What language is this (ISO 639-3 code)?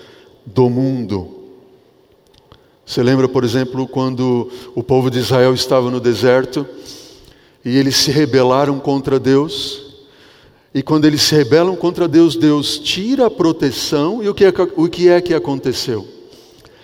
por